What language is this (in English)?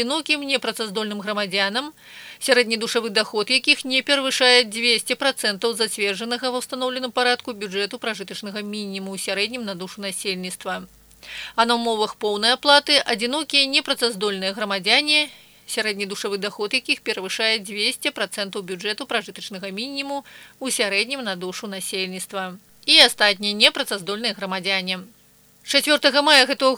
Belarusian